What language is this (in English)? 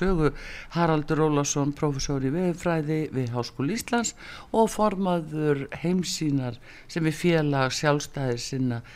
Icelandic